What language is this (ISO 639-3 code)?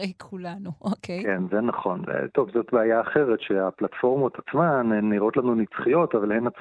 heb